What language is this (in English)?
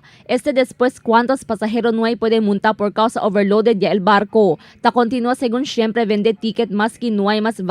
Chavacano